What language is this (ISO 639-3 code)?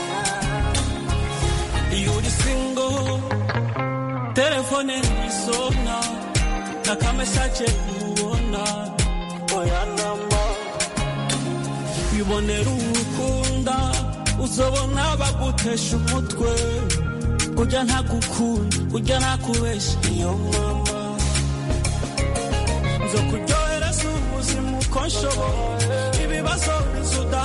kin